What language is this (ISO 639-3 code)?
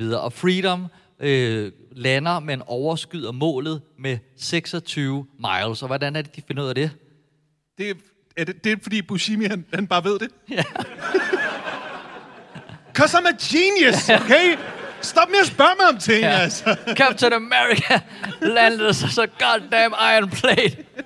dan